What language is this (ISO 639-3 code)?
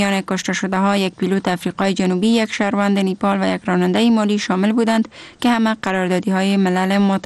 fas